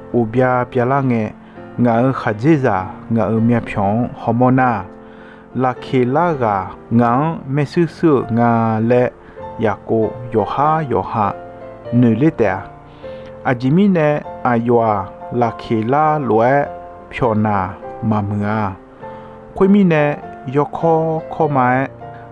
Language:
Akha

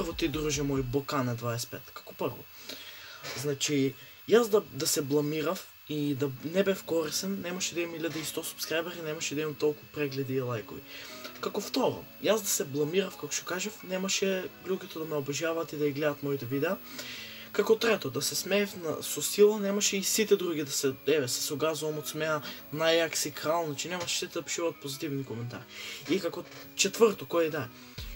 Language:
Macedonian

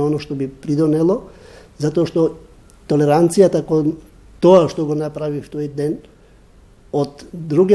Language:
Macedonian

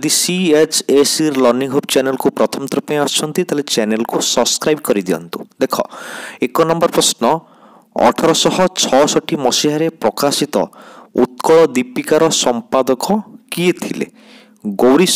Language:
Odia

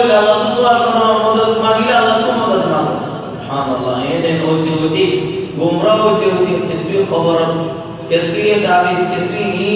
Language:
Rohingya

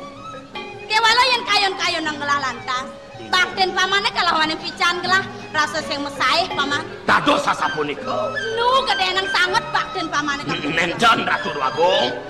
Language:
Balinese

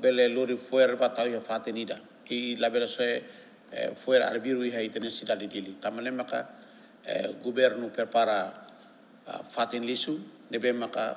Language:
Tetum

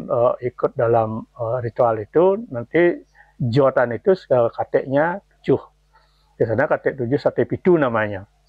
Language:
Balinese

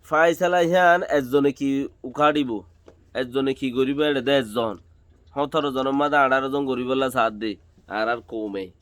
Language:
Rohingya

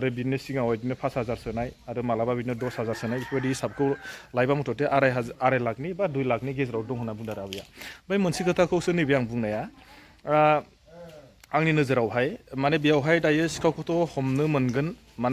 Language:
Bodo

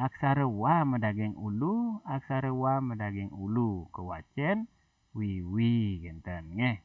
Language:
Balinese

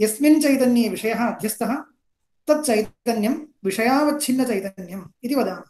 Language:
Sanskrit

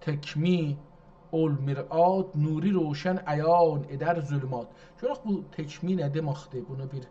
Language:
South Azerbaijani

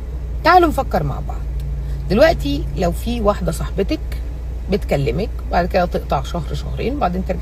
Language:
Egyptian Arabic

